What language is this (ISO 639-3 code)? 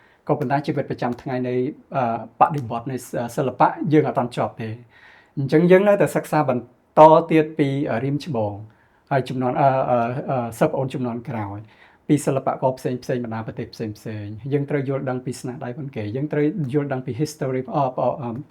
khm